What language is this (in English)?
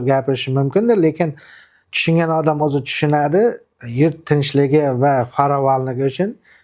Uzbek